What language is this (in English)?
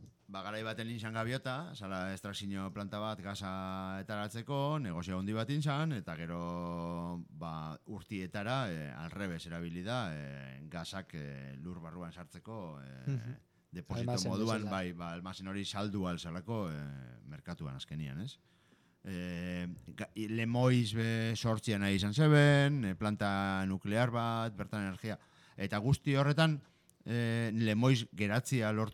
Basque